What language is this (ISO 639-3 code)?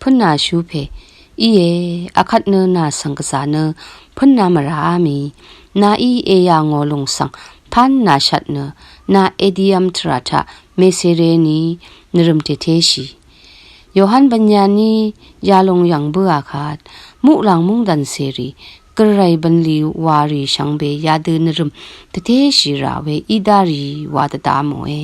raw